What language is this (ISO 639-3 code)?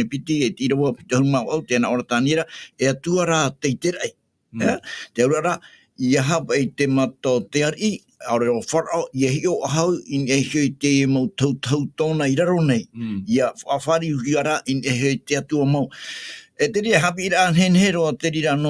tah